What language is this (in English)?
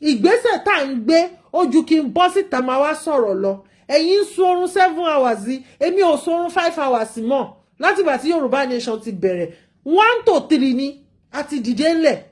Yoruba